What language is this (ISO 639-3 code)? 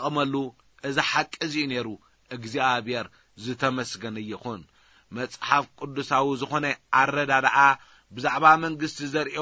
tir